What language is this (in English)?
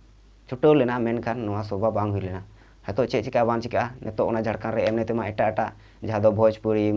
Santali